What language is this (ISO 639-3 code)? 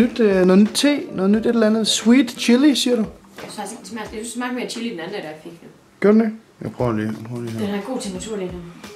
dan